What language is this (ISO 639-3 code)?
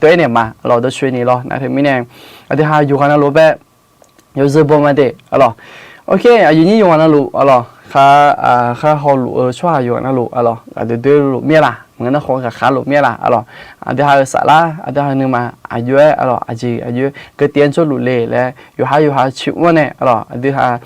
ahk